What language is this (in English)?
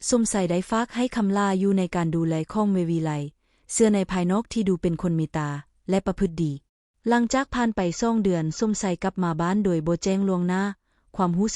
Lao